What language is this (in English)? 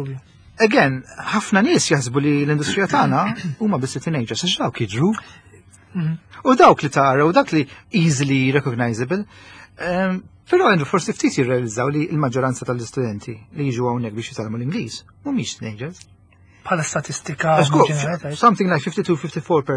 Maltese